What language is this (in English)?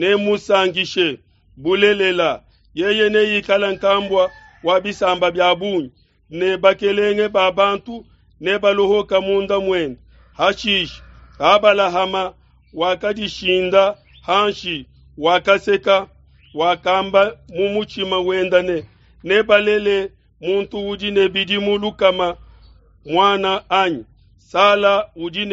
Luba-Lulua